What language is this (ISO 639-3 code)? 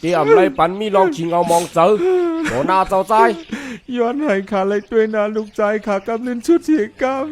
shn